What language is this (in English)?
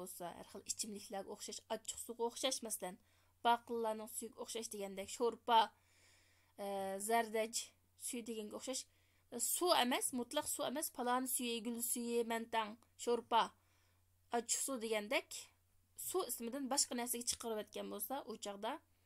Uyghur